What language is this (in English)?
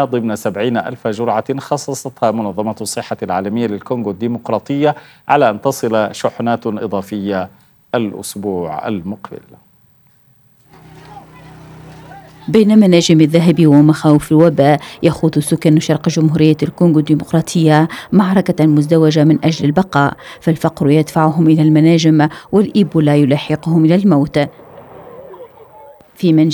Arabic